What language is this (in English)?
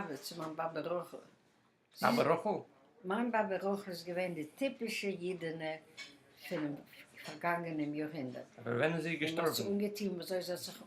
Yiddish